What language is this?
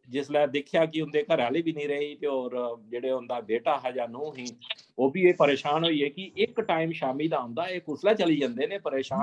Dogri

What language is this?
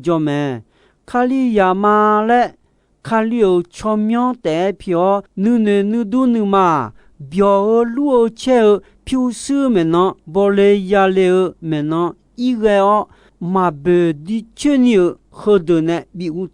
Akha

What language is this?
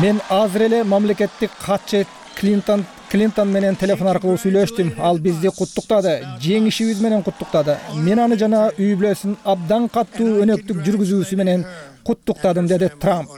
Kyrgyz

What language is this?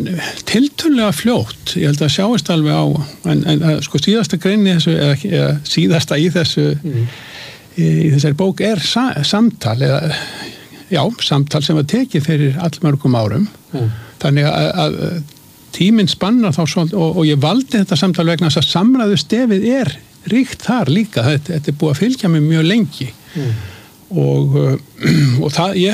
Icelandic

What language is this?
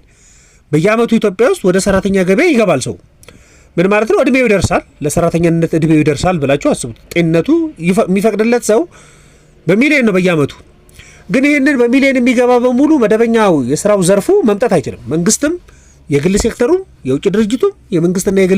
Amharic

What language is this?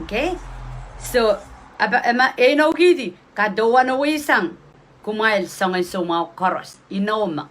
Pohnpeian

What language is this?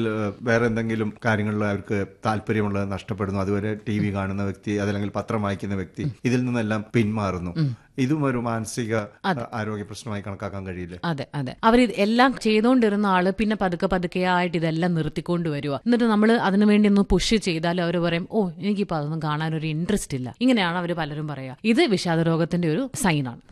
Malayalam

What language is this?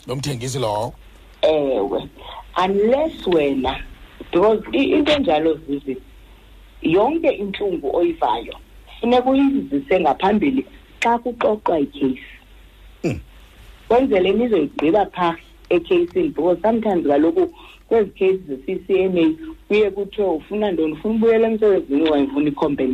Xhosa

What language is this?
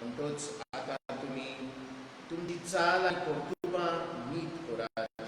Konkani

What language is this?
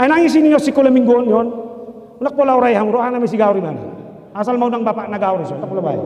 Batak Toba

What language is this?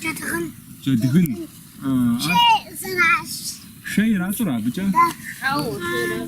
Kabardian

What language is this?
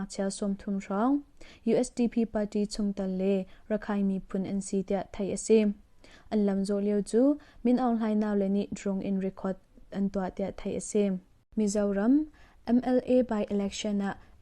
Hakha Chin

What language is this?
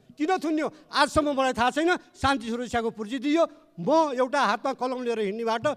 Nepali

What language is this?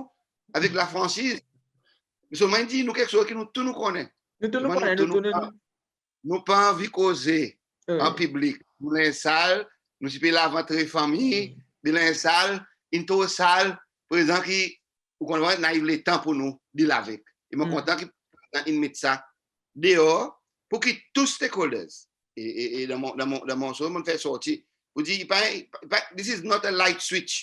Seselwa Creole French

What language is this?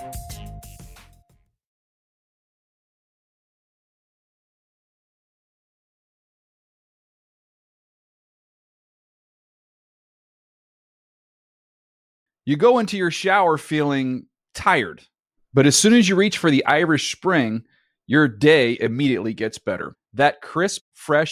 English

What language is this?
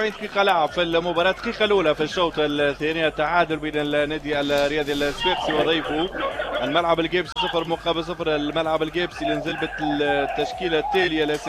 Tunisian Arabic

